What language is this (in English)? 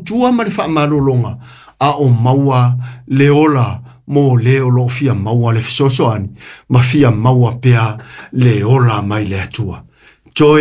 Samoan